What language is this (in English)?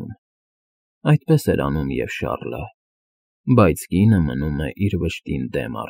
Armenian